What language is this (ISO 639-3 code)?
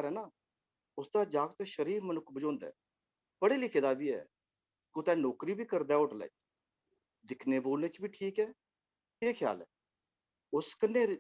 doi